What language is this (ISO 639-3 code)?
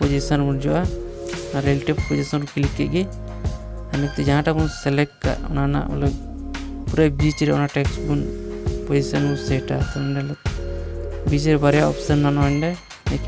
sat